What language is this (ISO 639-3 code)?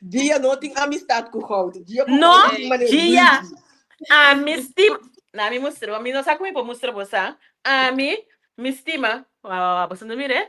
pap